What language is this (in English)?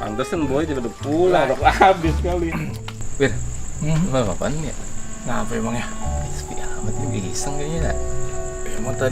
Betawi